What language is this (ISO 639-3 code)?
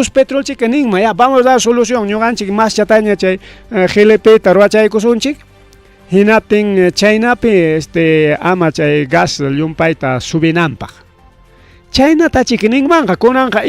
quy